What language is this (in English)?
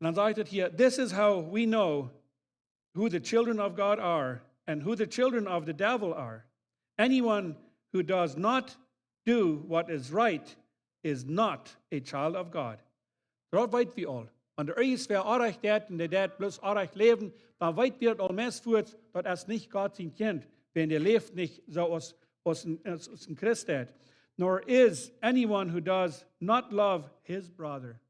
Plautdietsch